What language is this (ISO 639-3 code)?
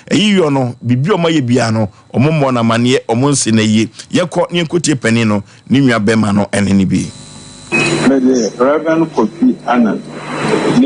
aka